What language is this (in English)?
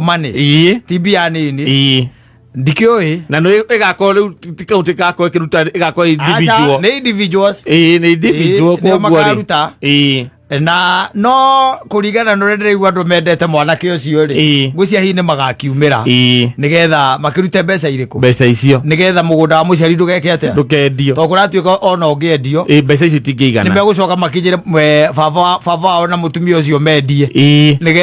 Kikuyu